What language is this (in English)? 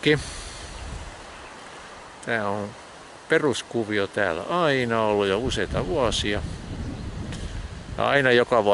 Finnish